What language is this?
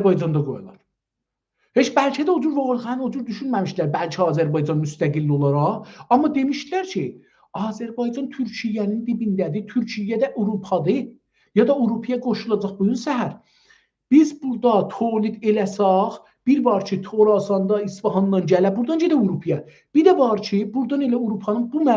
South Azerbaijani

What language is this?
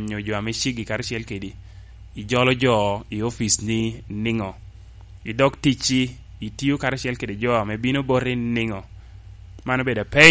Lango (Uganda)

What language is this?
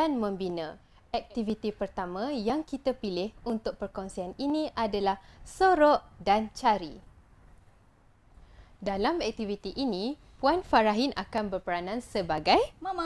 Malay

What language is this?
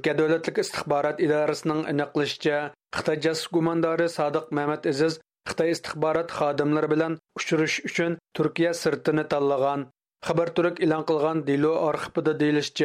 Uyghur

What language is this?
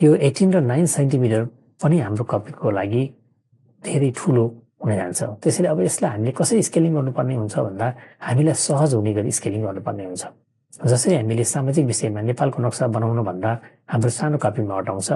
Nepali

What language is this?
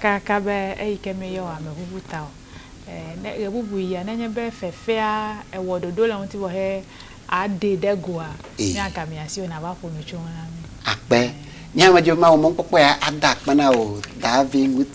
Ewe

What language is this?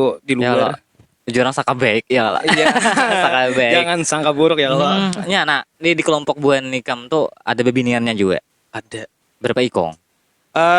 Banjar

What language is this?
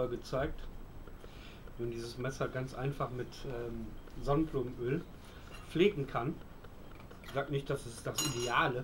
German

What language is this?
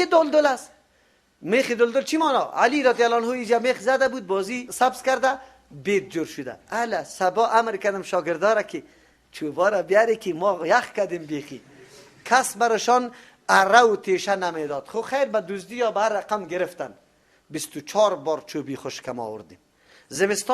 Persian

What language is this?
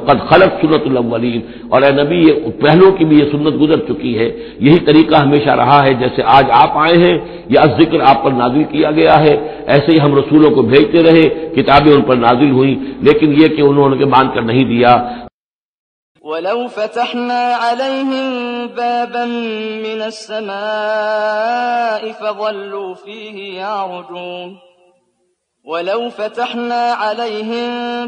Urdu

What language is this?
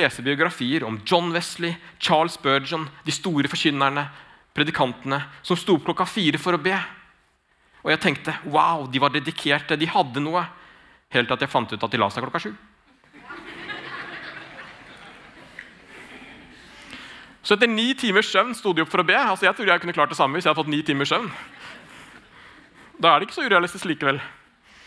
Norwegian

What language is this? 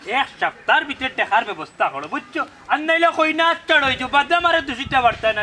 Sylheti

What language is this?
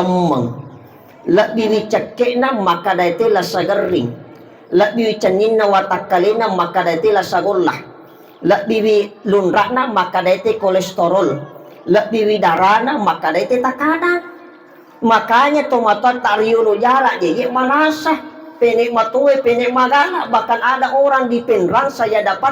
Buginese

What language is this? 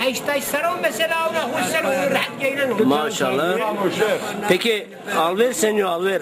Zaza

